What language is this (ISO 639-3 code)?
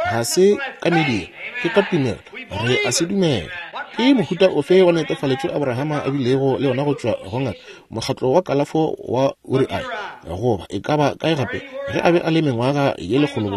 nso